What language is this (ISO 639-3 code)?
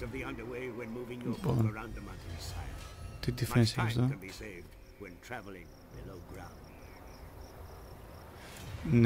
ell